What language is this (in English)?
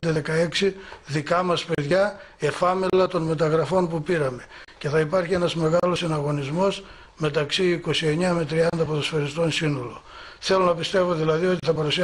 Greek